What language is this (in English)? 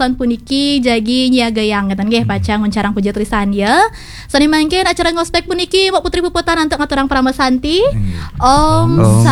Balinese